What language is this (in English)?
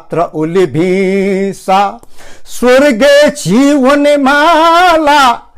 Newari